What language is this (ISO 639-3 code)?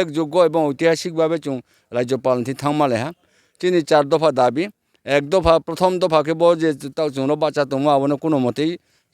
ria